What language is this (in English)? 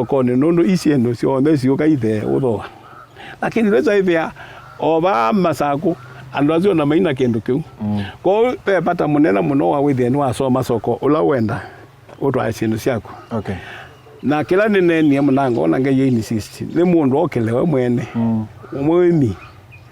Kamba